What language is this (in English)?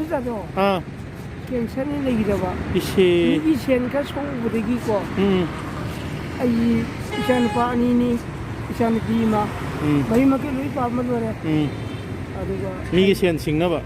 Manipuri